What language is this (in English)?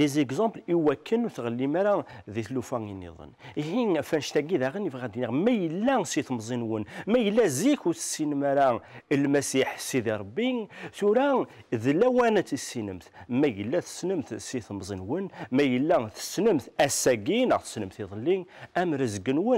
Kabyle